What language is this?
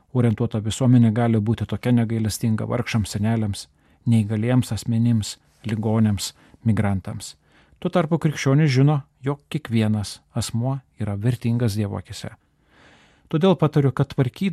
Lithuanian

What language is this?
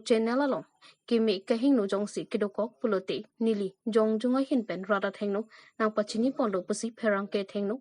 Karbi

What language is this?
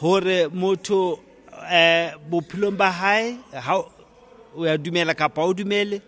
Southern Sotho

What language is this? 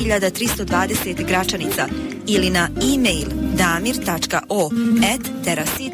Bosnian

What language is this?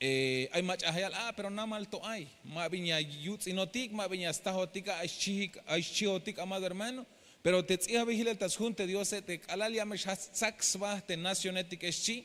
Tzeltal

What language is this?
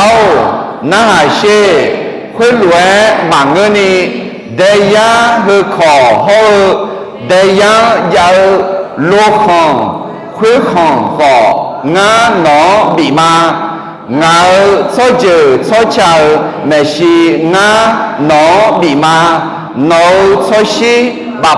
Akha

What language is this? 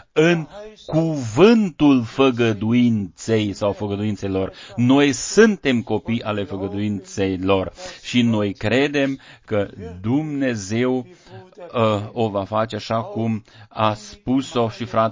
Romanian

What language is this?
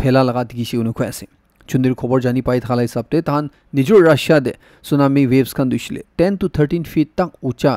Naga Pidgin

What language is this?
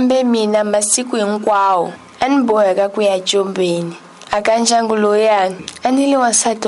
Tsonga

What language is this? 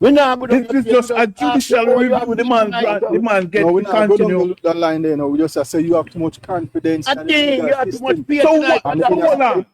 Jamaican Creole English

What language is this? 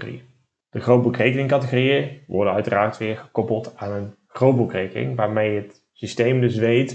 Dutch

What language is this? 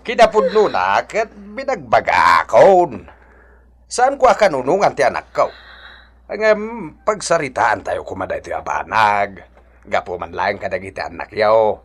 Iloko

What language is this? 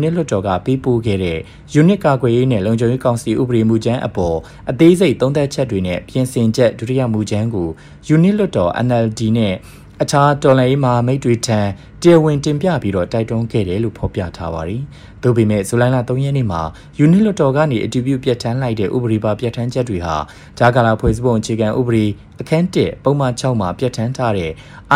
Burmese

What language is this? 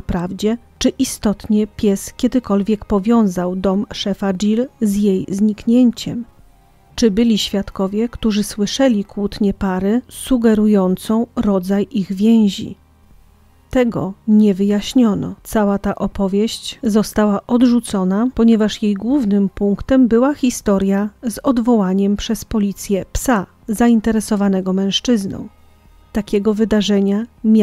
Polish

